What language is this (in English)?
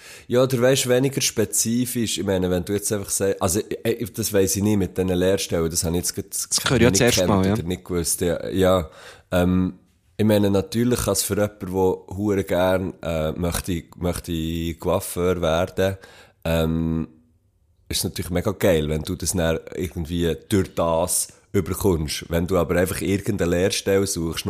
German